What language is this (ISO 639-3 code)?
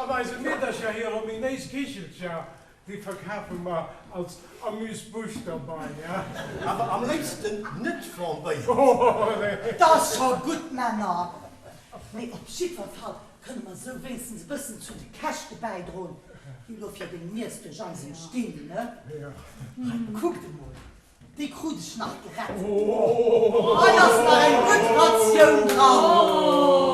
ltz